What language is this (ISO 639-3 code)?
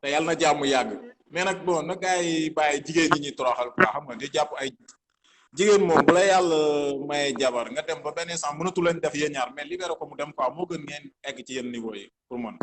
wol